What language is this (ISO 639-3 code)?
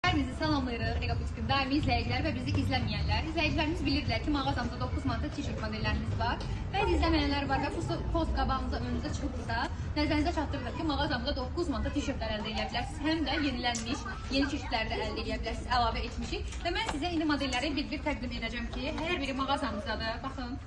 aze